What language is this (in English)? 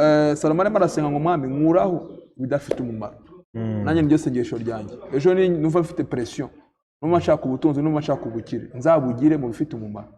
Kinyarwanda